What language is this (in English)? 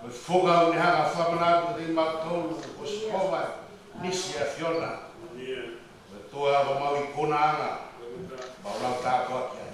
Tongan